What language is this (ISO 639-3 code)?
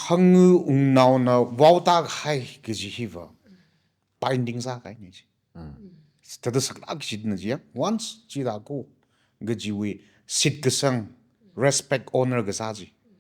nmf